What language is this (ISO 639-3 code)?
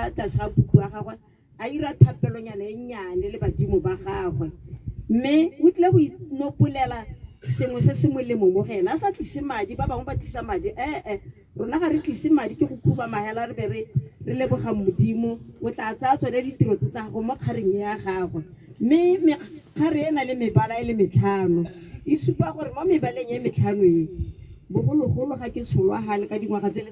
tsn